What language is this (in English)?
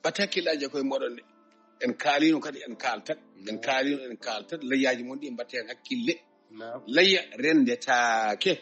Fula